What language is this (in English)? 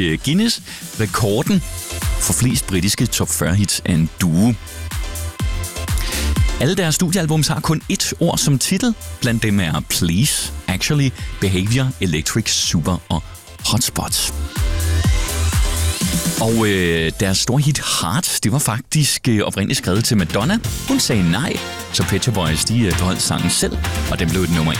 Danish